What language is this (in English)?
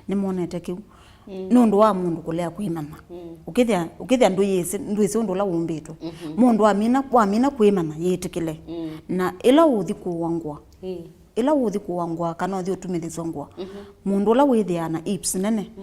Kamba